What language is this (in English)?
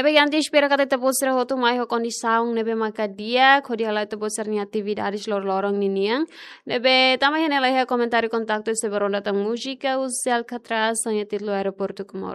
Tetum